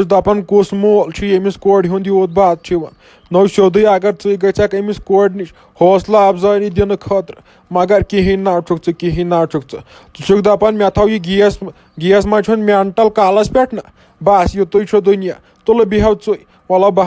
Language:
Kashmiri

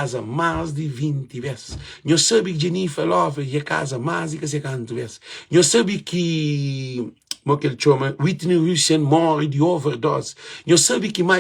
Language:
Kabuverdianu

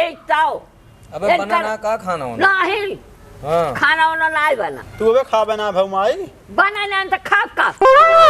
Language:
Awadhi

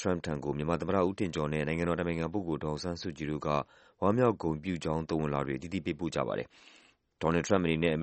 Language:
Burmese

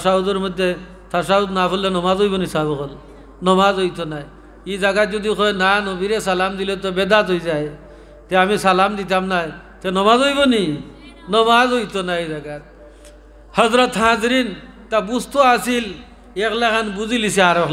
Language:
Sylheti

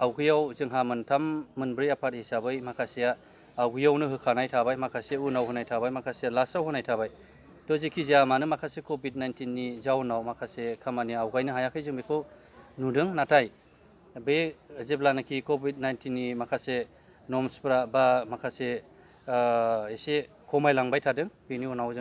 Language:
Bodo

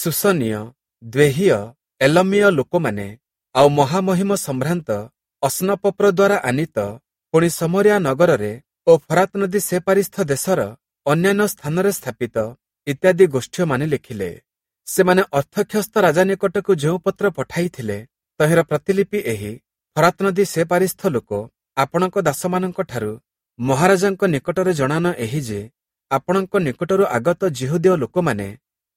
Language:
Odia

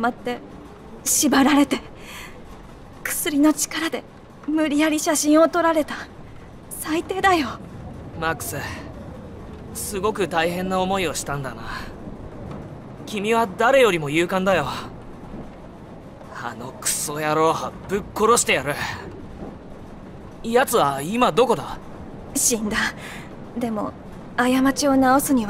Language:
Japanese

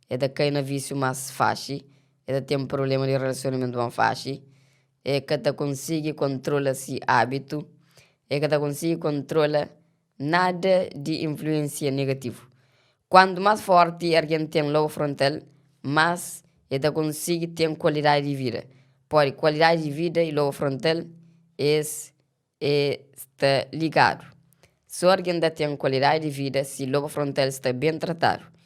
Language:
Kabuverdianu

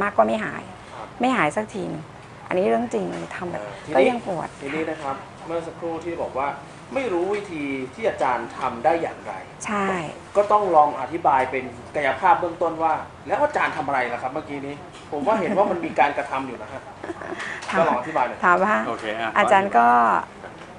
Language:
Thai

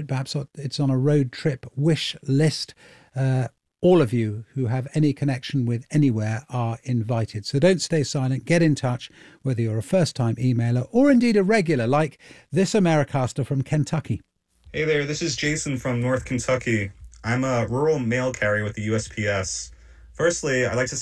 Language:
English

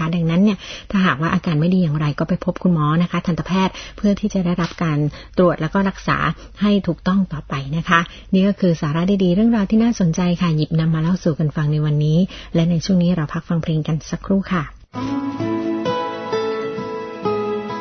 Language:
Thai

